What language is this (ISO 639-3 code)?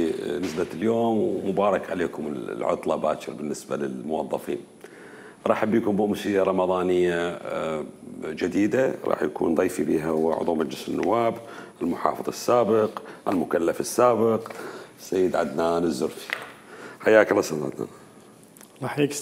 acm